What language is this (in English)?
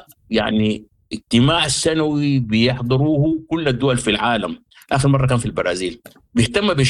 Sudanese Arabic